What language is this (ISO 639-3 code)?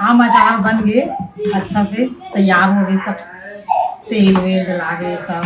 hne